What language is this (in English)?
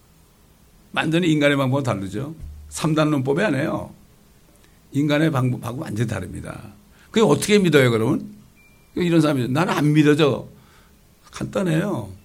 Korean